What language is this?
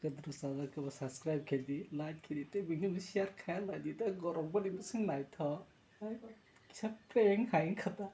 Kok Borok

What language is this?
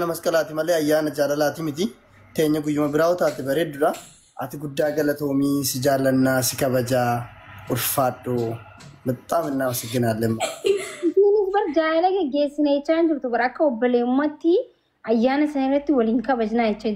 Oromo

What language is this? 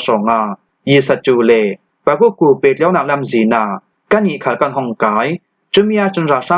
Falam Chin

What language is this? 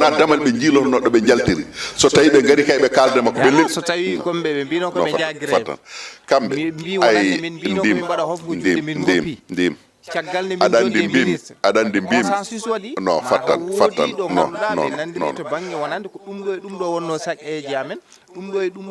Fula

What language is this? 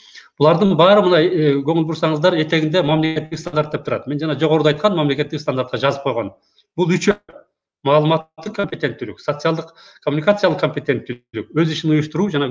Kyrgyz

